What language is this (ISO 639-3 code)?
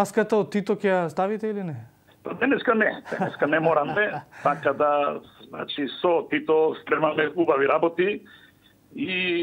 mkd